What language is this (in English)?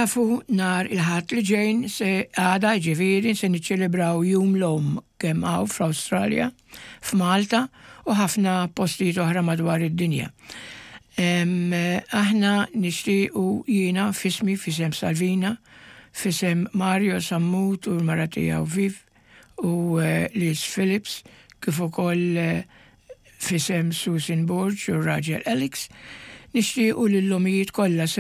Maltese